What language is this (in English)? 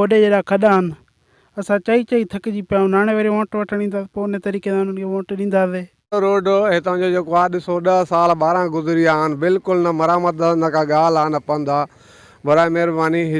Sindhi